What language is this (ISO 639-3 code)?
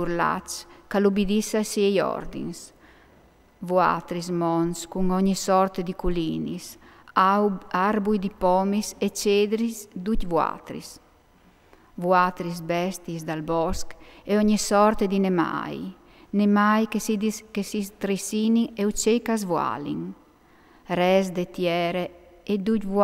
fur